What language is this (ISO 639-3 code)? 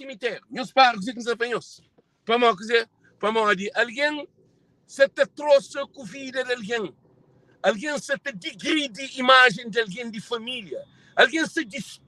kea